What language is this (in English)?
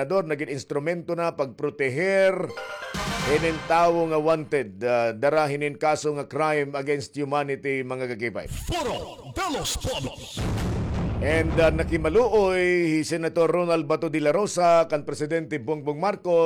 Waray